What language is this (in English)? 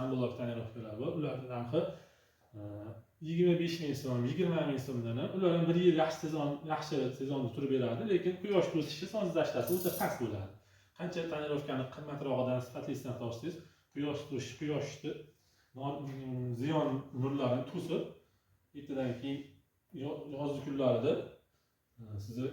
Uzbek